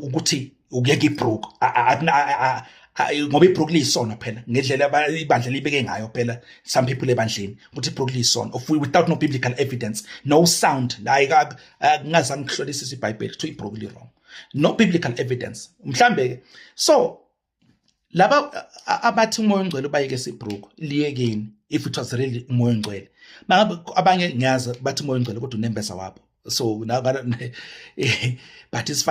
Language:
Zulu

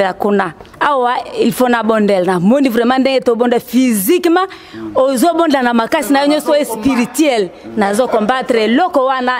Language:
Lingala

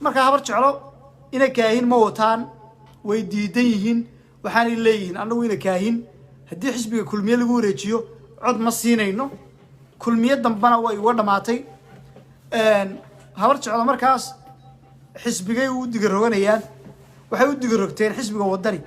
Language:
Somali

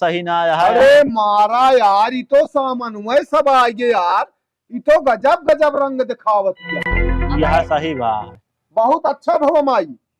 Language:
Awadhi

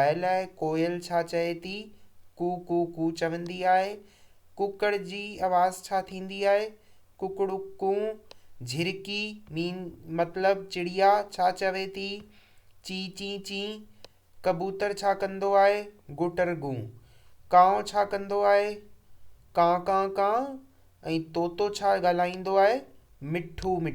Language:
Sindhi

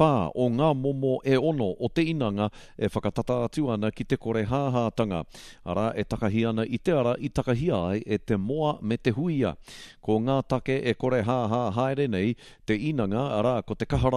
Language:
Māori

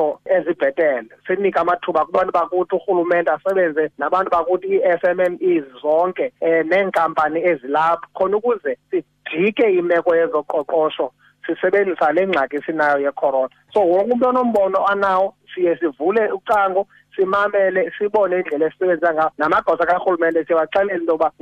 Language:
Xhosa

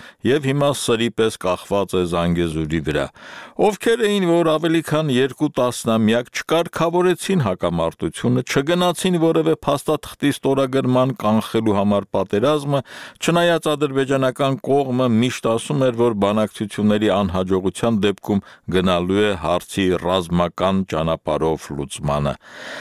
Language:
Armenian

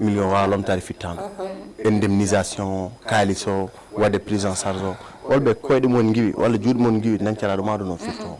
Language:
Fula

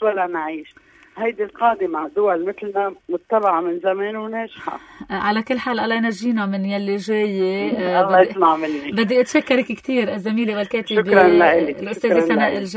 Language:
North Levantine Arabic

